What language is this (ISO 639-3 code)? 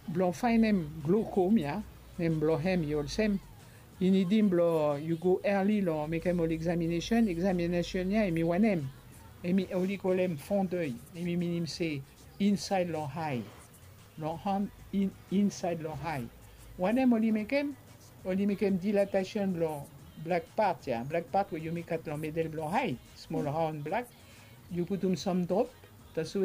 bis